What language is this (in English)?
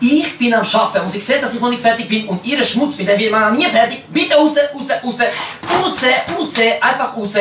Swiss German